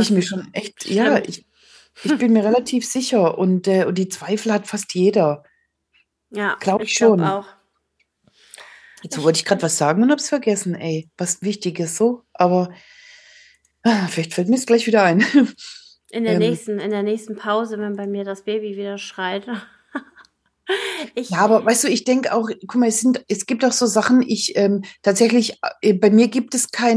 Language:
German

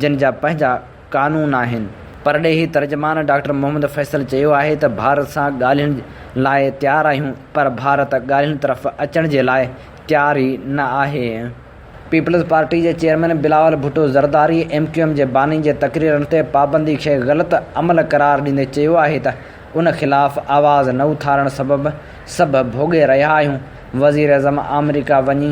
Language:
Sindhi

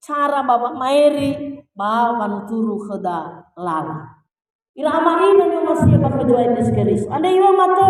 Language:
Nias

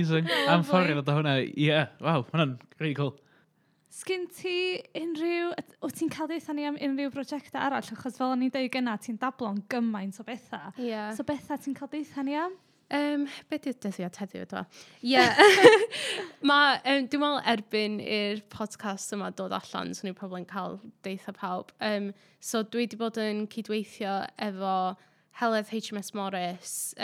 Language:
Welsh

